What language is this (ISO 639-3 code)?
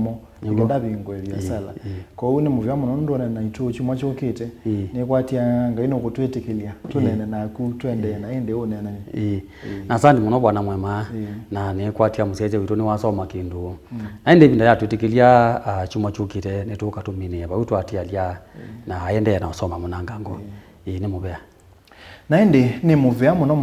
kam